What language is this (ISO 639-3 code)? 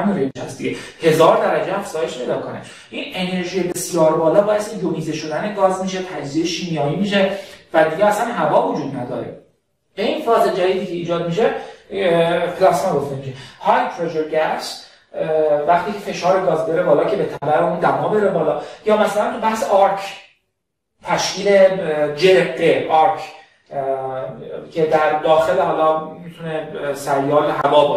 fas